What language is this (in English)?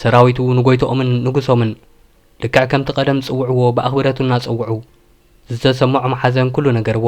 Tigrinya